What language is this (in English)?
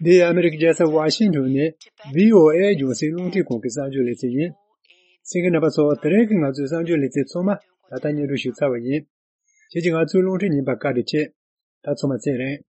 Tibetan